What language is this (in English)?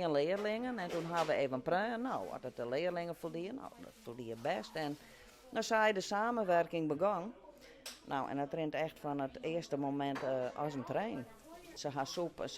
Western Frisian